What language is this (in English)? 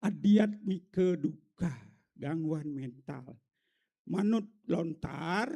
Balinese